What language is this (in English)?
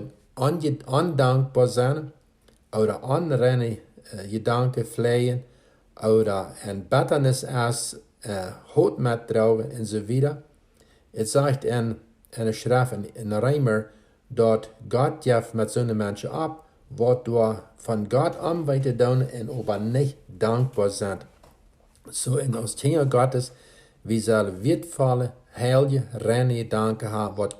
Plautdietsch